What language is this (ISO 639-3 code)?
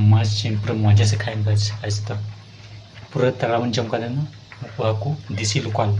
sat